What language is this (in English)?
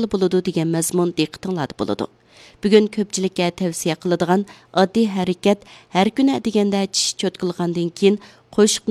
Uyghur